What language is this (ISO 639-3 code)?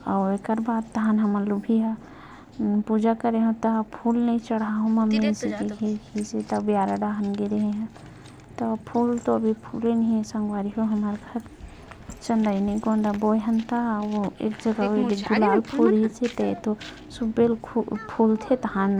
hne